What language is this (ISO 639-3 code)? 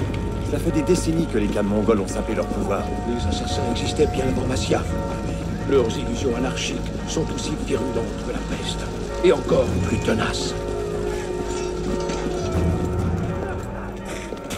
fra